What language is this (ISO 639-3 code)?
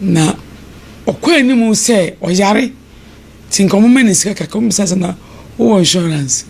aka